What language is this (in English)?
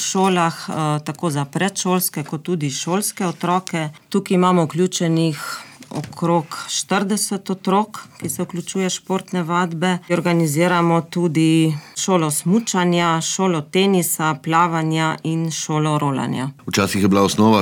Slovenian